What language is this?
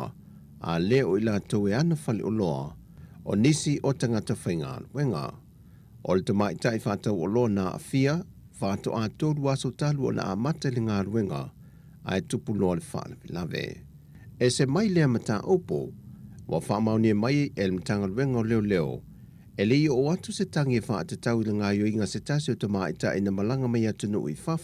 Samoan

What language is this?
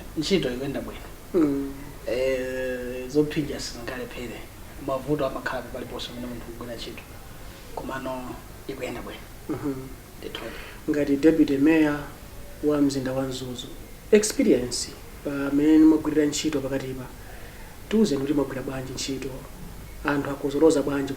Nyanja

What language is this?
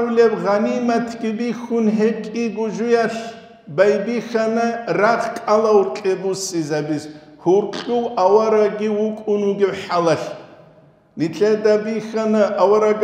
Avaric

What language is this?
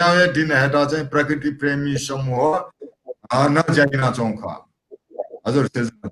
Newari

